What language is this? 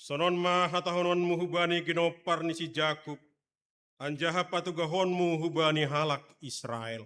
Batak Simalungun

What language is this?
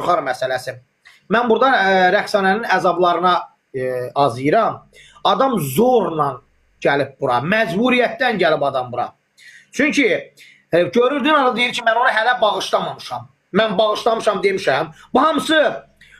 Azerbaijani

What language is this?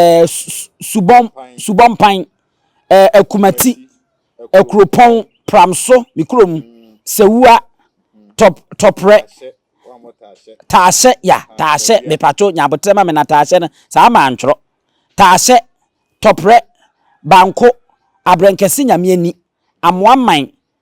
Akan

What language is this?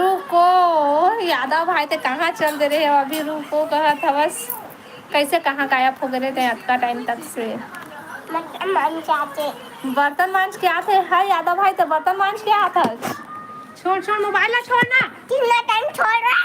Chhattisgarhi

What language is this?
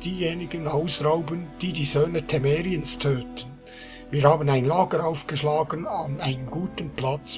Swiss German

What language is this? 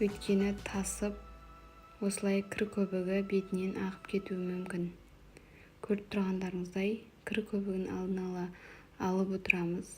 Kazakh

